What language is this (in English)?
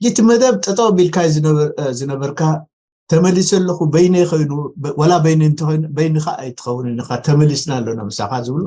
Tigrinya